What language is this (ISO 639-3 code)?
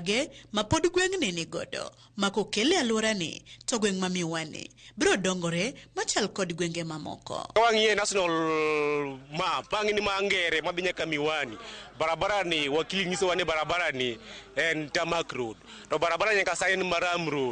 luo